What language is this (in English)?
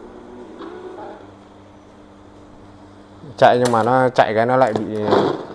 Vietnamese